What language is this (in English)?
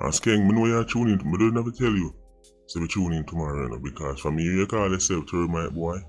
Jamaican Creole English